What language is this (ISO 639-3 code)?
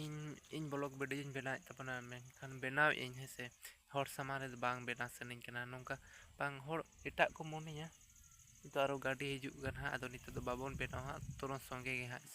sat